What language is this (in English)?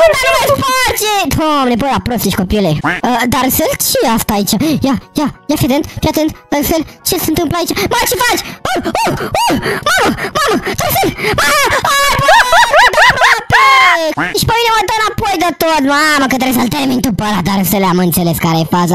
Romanian